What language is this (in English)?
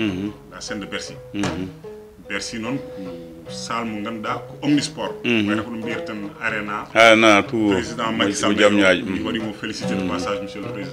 Fula